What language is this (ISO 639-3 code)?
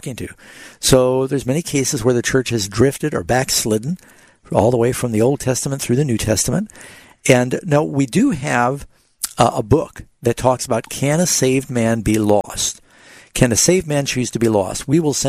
eng